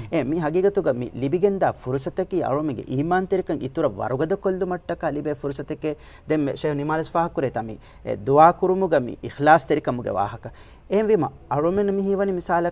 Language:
Divehi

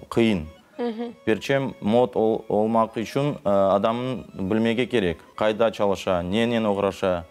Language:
Crimean Tatar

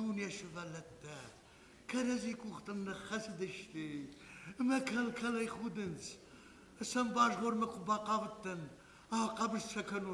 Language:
Ossetic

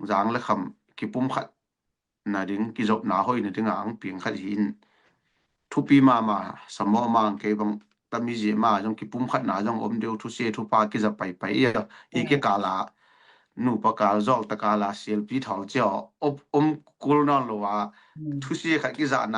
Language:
Tedim Chin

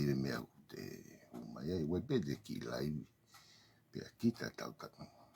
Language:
Tongan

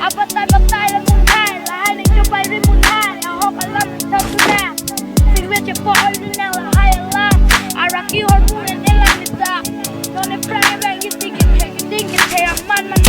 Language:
Karbi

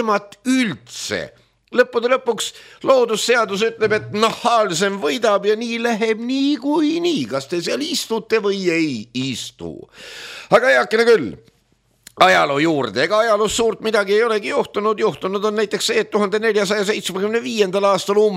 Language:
Estonian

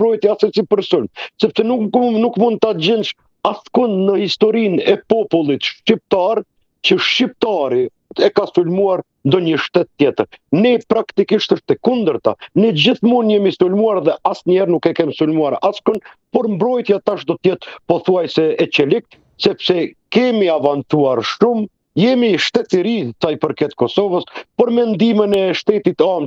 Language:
Albanian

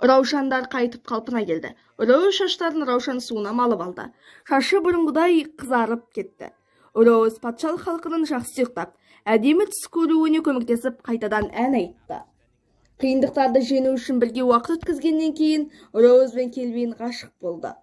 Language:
Kazakh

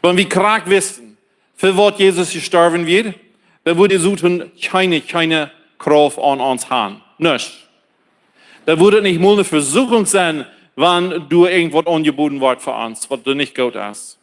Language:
Plautdietsch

